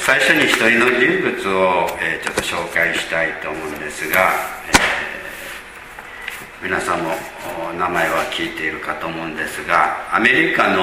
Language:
Japanese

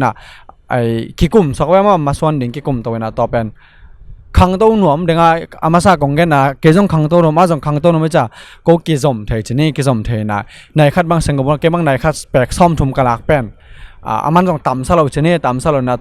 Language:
Tedim Chin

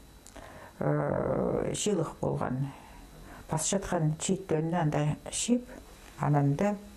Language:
Khakas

